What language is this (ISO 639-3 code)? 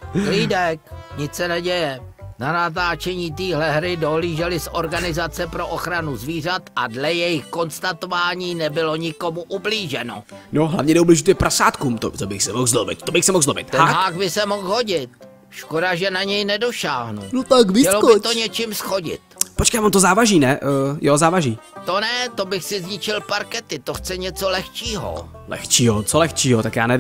ces